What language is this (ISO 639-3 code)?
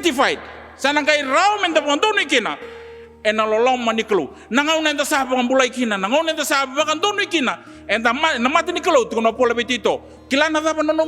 fij